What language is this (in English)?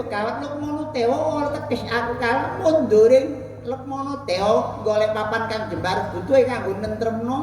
Javanese